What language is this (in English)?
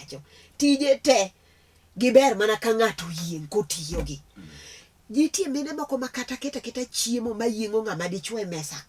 Luo (Kenya and Tanzania)